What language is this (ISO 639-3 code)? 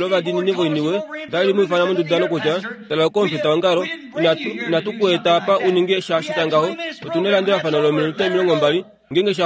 kua